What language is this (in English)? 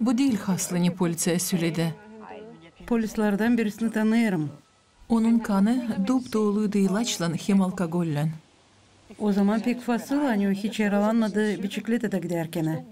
Gagauz